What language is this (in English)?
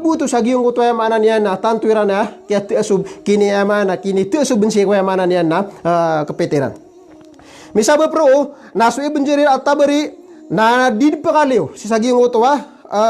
Maranao